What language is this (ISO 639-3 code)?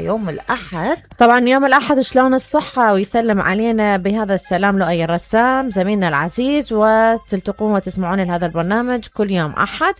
acm